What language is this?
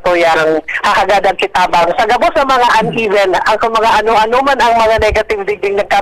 Bikol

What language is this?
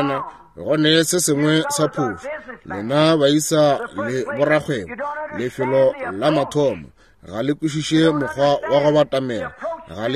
Northern Sotho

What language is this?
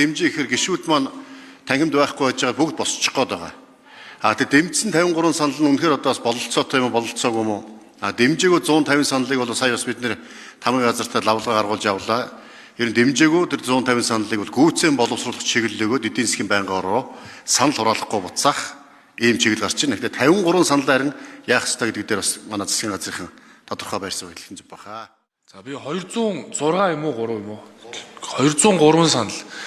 Mongolian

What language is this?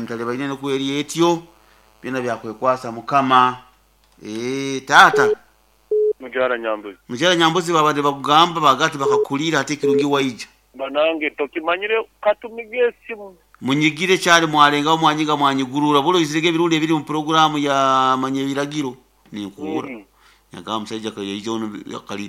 Nyoro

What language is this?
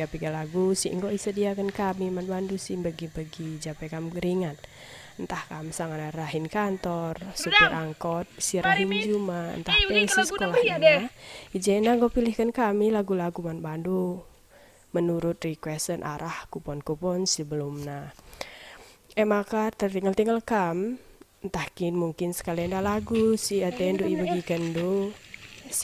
Batak Karo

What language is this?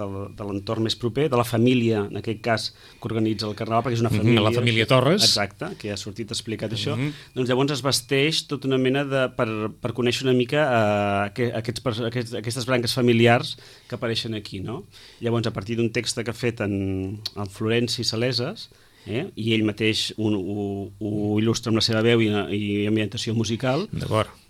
Catalan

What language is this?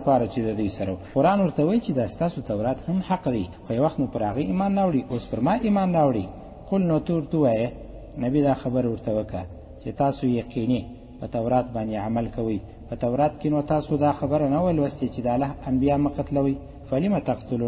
Pashto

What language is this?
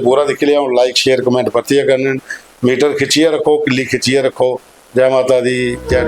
Dogri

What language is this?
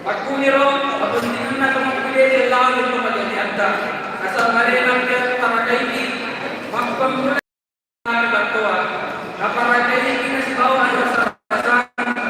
Buginese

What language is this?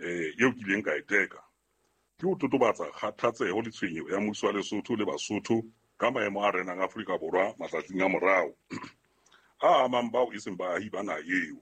Southern Sotho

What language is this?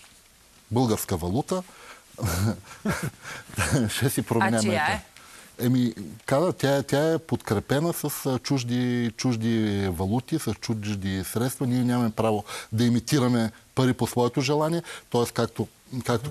Bulgarian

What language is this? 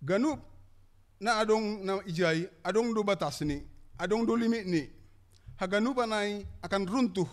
Batak Simalungun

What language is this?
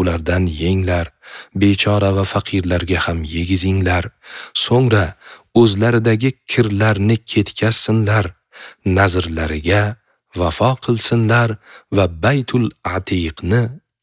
Uzbek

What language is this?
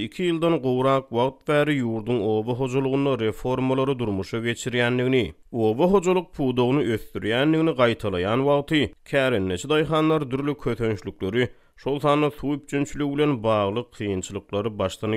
Turkmen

